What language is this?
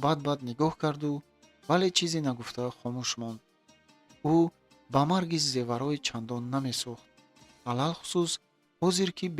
Tajik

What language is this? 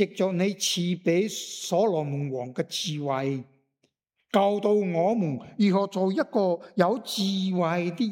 Cantonese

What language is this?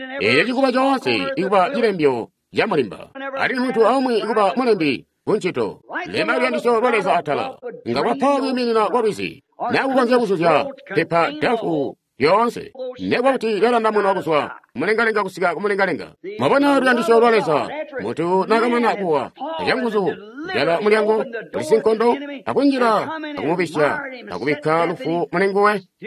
Tonga (Zambia)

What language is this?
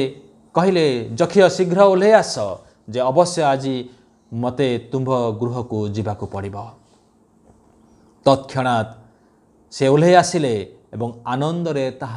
Odia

